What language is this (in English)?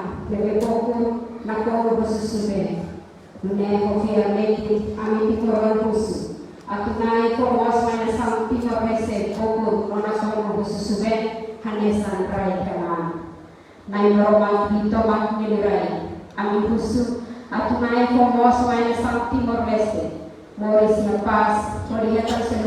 Tetum